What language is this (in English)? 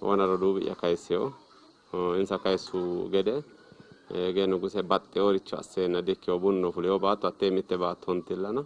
Sidamo